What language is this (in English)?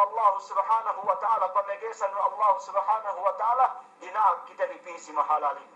Yakan